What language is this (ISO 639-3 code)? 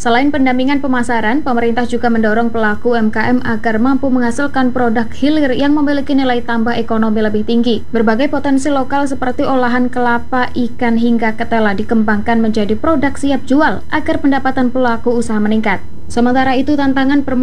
ind